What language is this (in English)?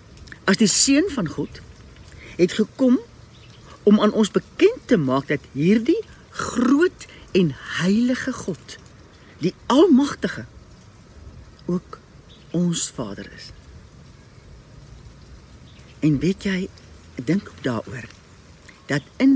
Afrikaans